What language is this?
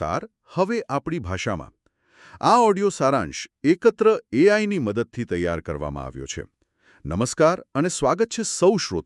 Gujarati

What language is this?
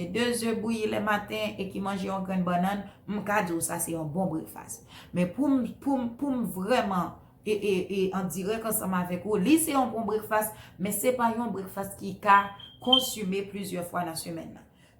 Haitian Creole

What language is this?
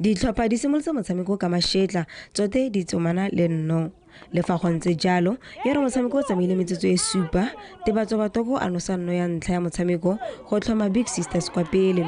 Tswana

